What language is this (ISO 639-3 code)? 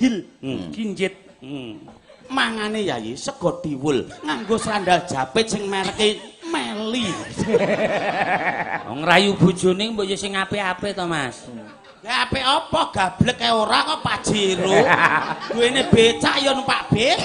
jav